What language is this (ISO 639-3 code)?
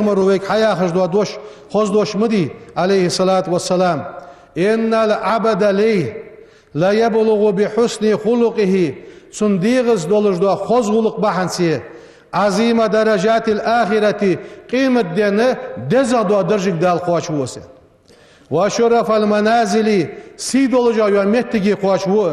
inh